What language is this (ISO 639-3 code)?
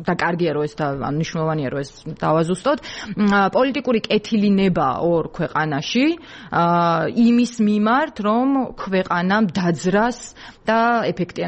kat